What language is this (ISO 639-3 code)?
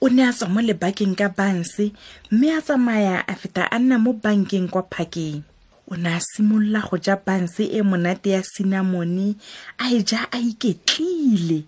tsn